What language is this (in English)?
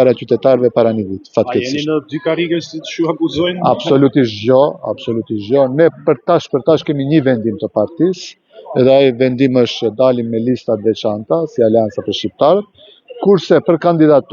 Albanian